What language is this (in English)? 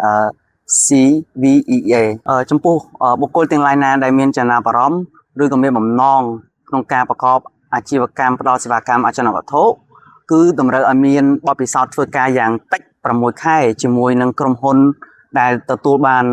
Khmer